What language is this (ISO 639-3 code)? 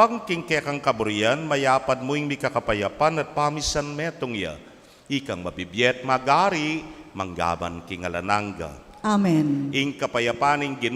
pam